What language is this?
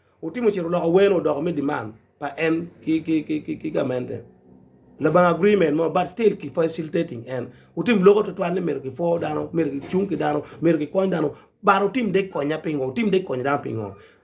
Acoli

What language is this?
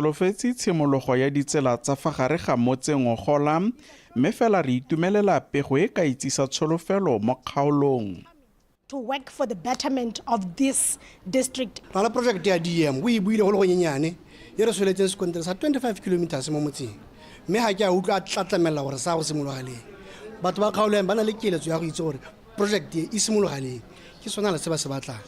Tswana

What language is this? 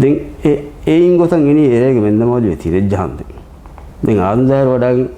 Divehi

